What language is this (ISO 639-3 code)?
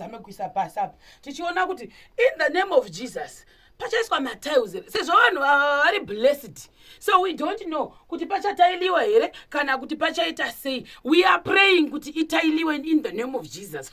sna